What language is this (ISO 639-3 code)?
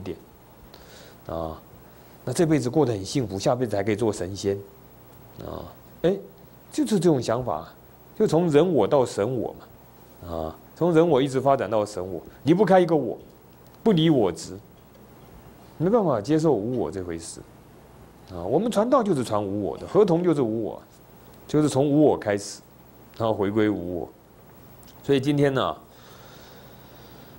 zho